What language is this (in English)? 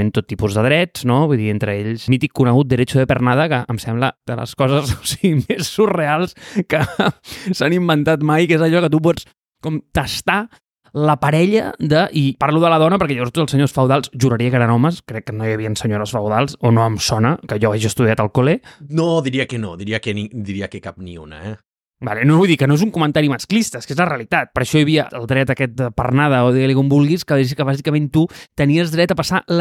Catalan